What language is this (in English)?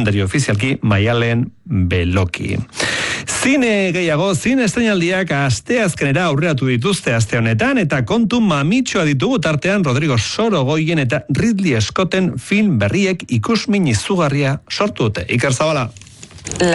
Basque